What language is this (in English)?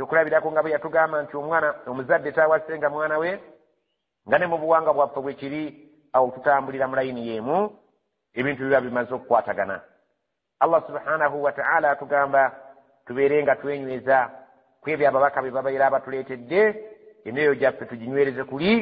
Ganda